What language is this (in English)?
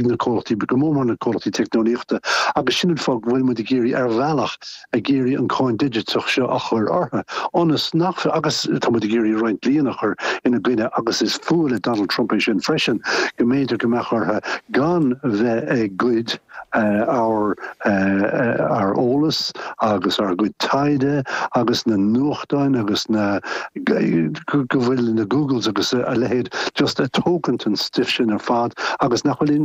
Irish